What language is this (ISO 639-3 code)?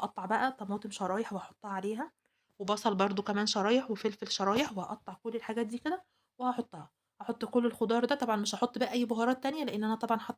arz